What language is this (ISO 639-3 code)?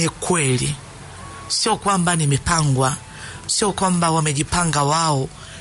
swa